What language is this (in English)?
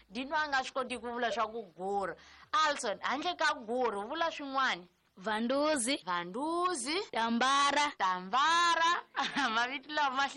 Tsonga